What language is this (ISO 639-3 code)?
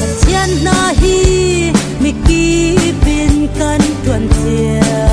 cfm